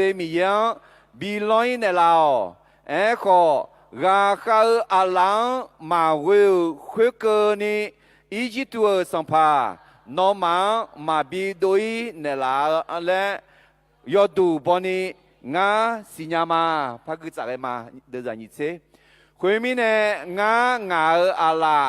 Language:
Akha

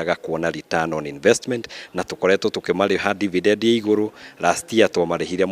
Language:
Kikuyu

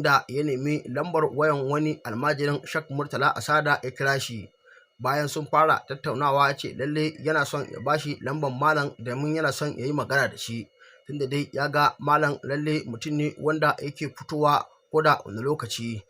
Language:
Hausa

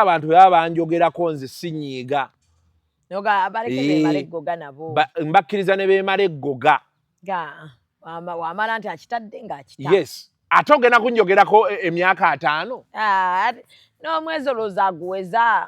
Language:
Ganda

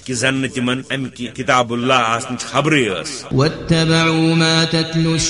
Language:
Kashmiri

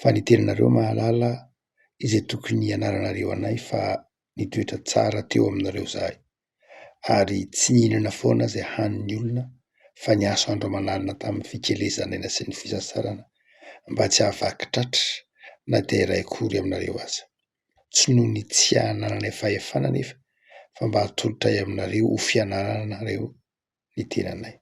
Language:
Malagasy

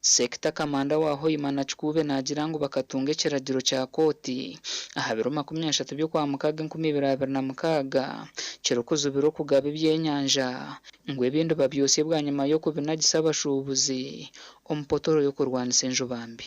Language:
Nyankole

